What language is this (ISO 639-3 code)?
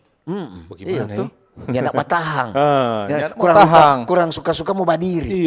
xmm